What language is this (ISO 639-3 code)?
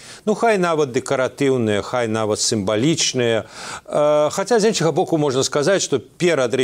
bel